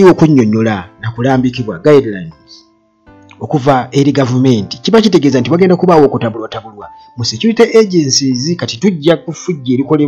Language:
Ganda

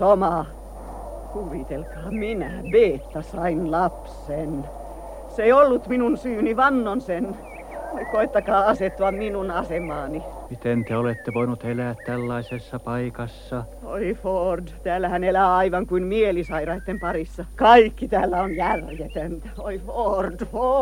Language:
Finnish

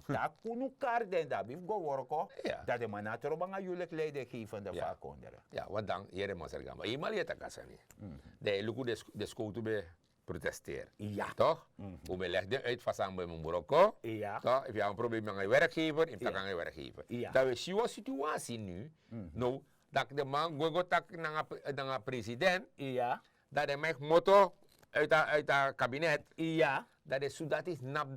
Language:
Sranan Tongo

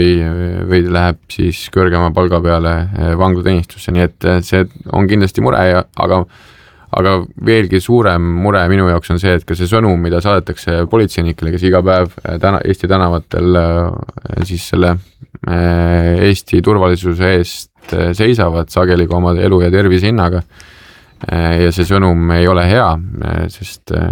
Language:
Estonian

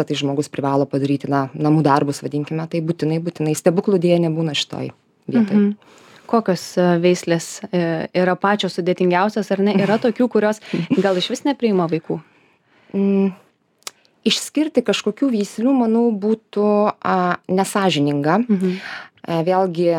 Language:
Lithuanian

